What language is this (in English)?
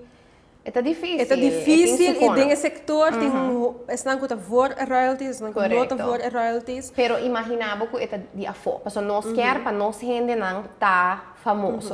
Papiamento